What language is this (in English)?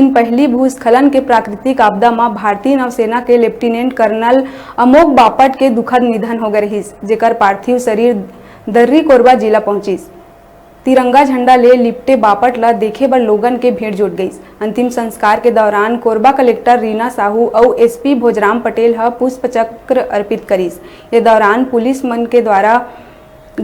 Chhattisgarhi